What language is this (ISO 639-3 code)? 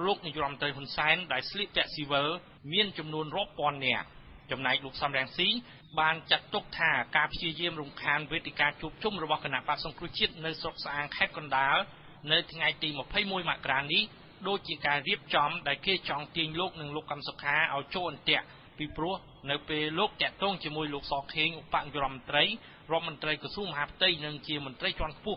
khm